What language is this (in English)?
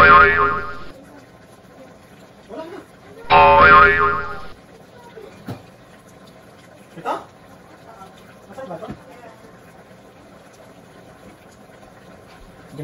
Filipino